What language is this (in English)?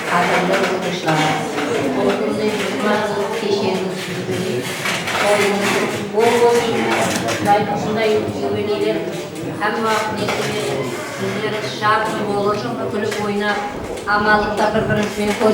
Kara-Kalpak